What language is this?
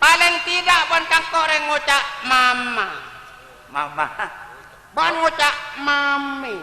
Madurese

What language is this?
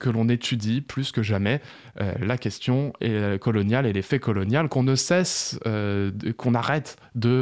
French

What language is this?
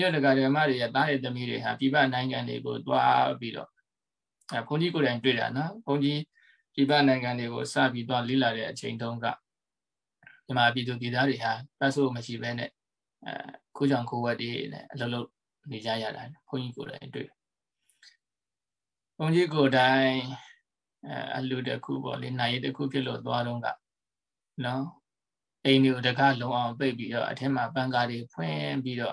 Burmese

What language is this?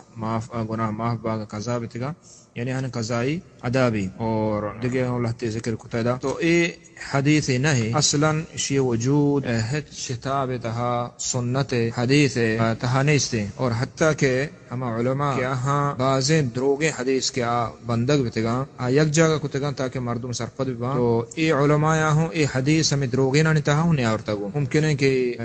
Baluchi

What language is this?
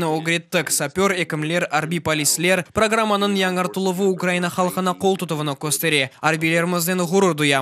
Crimean Tatar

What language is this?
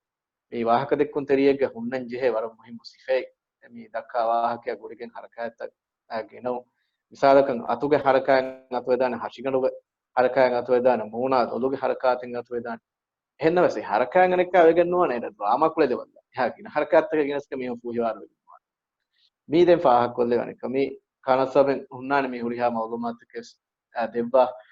Divehi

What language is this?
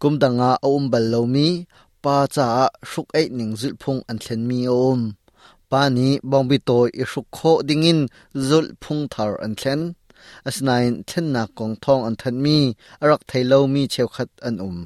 Hakha Chin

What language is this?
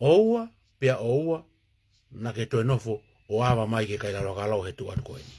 Tongan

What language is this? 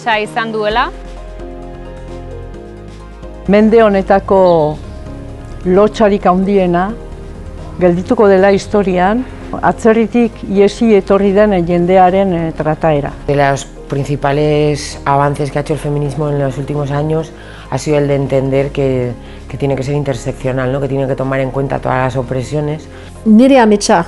Basque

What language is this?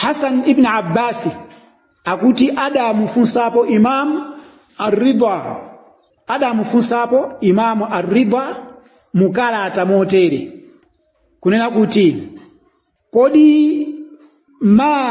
Nyanja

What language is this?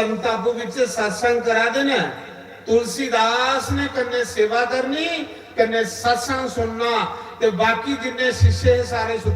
Dogri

